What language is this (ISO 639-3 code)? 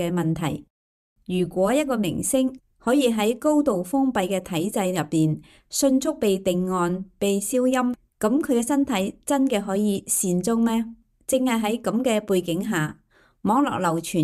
yue